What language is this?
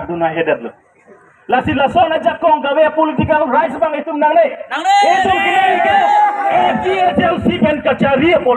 Karbi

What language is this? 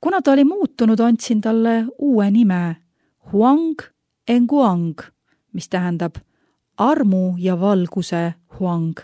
Estonian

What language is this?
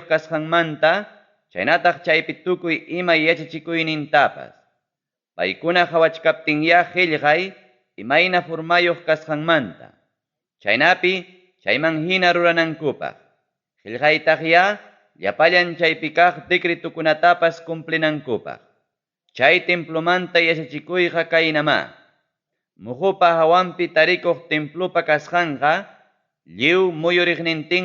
Ayacucho Quechua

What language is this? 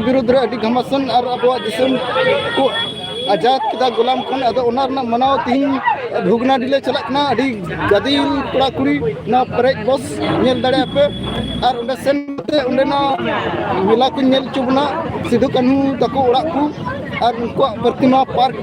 Santali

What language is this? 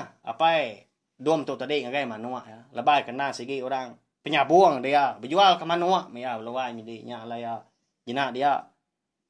Iban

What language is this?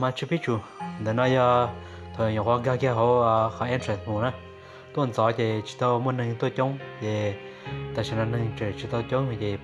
Hmong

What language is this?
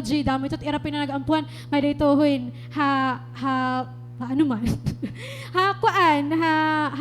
Waray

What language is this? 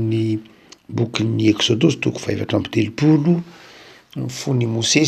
Malagasy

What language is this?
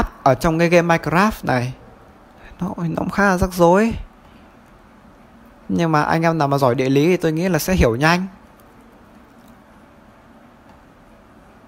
Vietnamese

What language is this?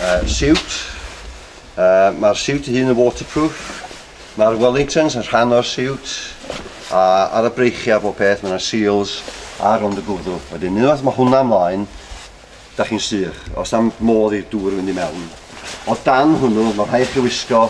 Welsh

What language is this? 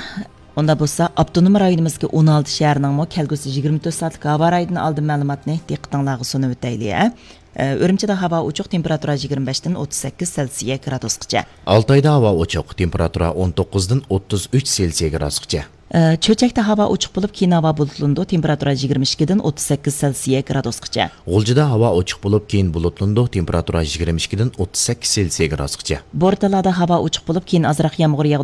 Uyghur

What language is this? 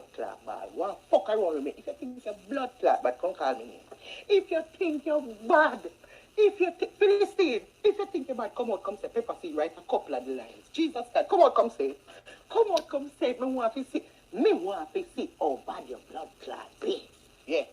Jamaican Creole English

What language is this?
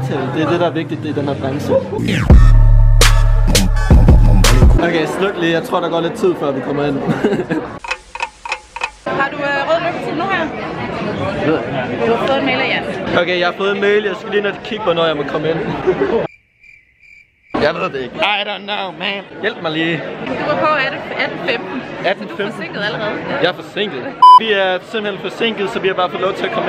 Danish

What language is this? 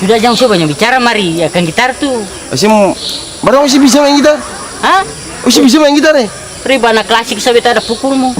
Ambonese Malay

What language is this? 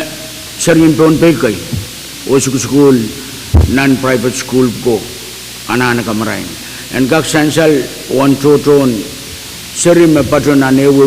Pohnpeian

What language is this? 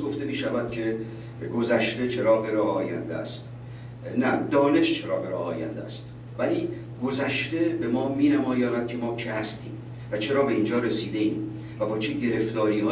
Persian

